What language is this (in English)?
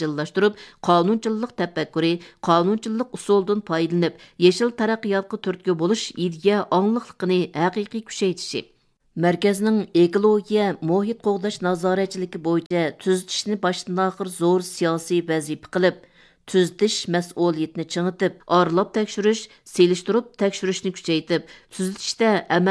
Uyghur